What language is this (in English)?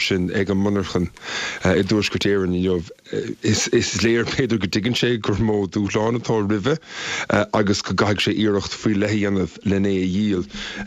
Irish